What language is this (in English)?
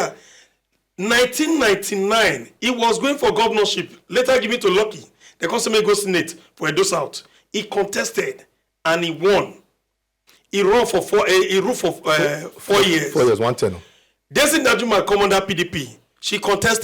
Nigerian Pidgin